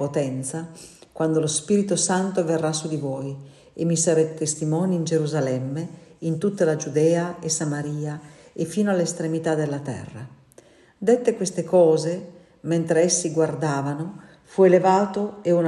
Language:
Italian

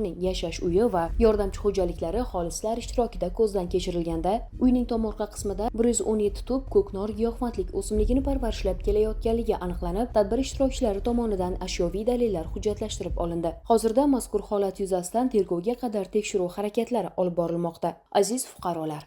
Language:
Uzbek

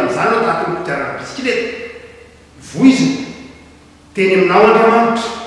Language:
Malagasy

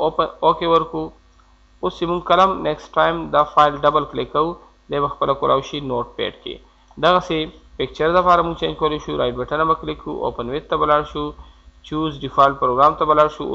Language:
Pashto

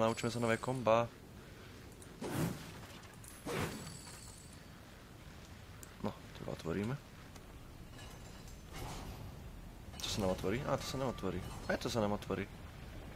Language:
Slovak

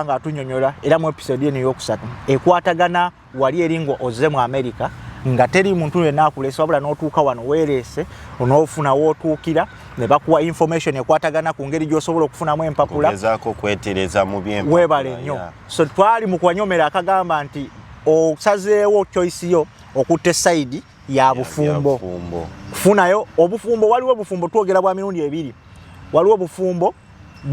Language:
Ganda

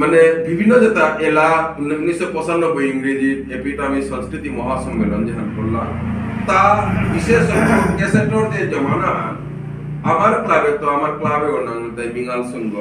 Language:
Bishnupriya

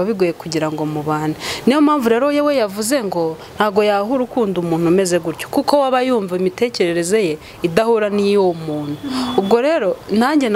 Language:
Kinyarwanda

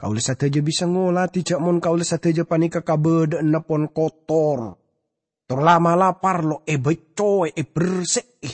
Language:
Madurese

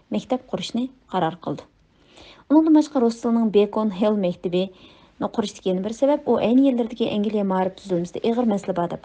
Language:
Uyghur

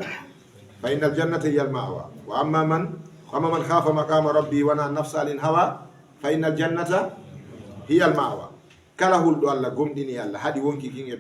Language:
Fula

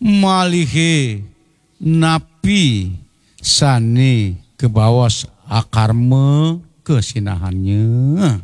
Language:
Balinese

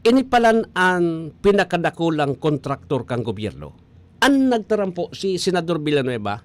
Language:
Bikol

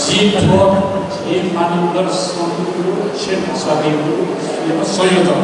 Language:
Newari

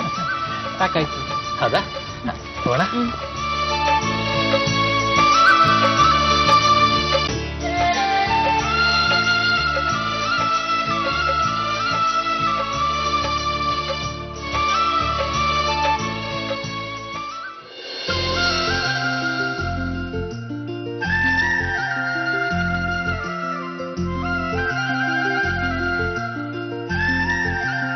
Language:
Kannada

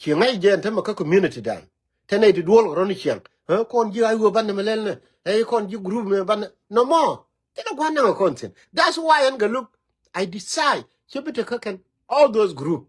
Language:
Nuer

